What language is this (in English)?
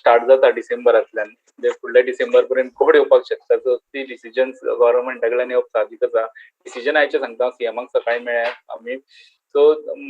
Konkani